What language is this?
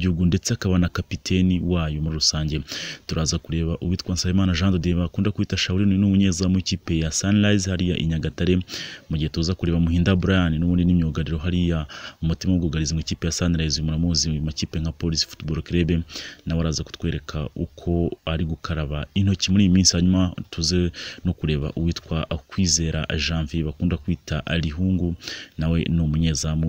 Kinyarwanda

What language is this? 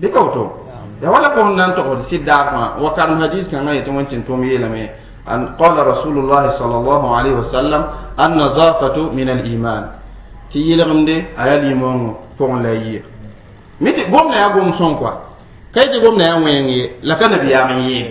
Mossi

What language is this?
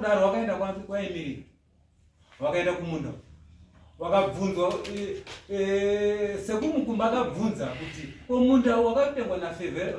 Shona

